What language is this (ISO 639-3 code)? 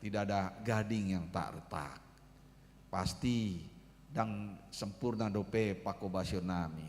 bbc